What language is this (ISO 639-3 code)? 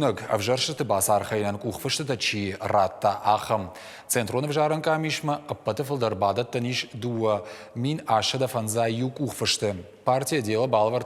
oss